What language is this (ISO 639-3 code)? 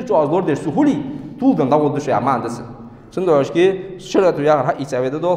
inh